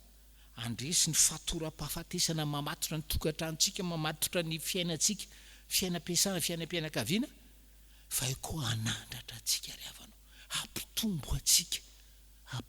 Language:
Malagasy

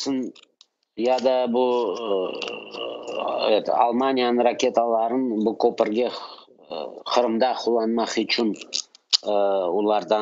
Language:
Crimean Tatar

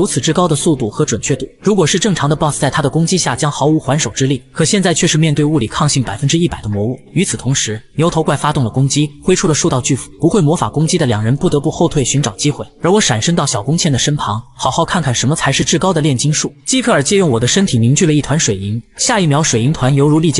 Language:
Chinese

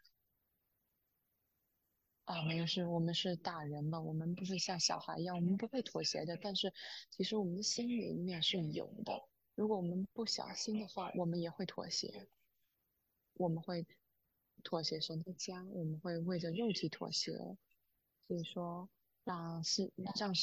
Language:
Chinese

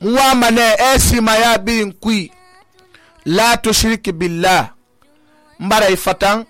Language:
Susu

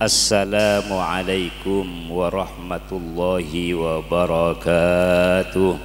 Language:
Madurese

